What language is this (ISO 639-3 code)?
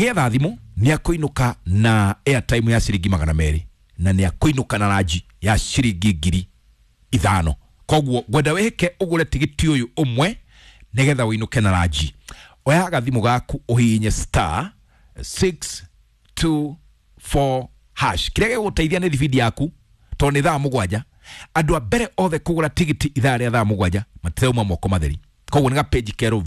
kik